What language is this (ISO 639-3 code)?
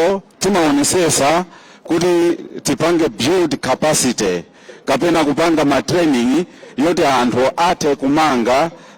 nya